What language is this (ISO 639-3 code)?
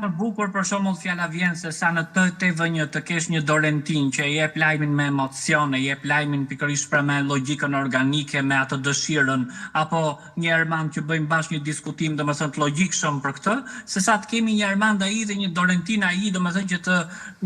sqi